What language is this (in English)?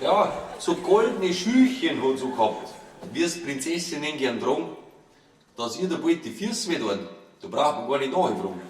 Bavarian